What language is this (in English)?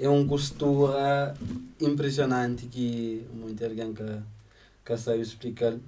Kabuverdianu